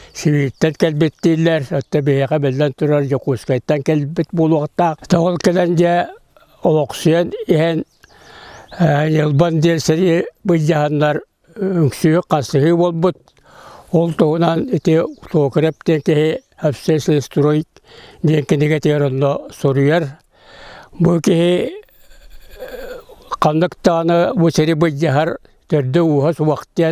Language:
Yakut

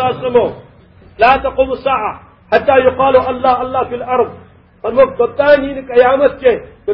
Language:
Kashmiri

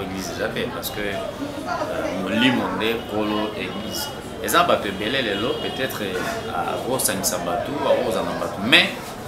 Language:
Lingala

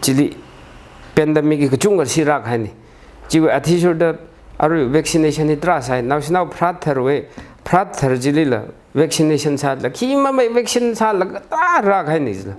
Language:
Tangkhul Naga (India)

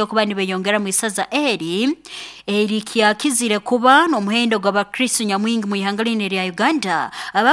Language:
Nyankole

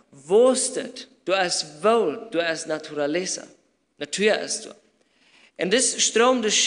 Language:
Plautdietsch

